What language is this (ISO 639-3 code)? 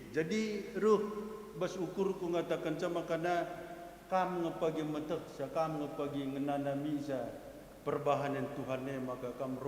btx